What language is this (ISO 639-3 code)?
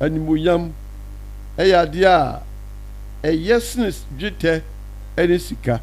aka